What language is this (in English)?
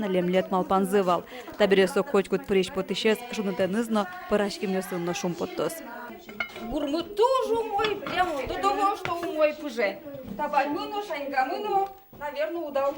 Udmurt